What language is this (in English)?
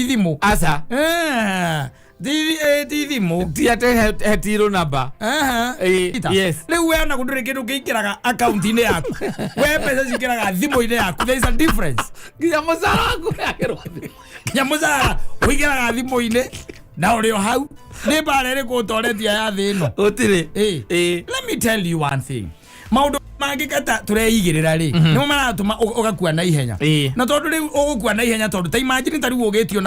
Kikuyu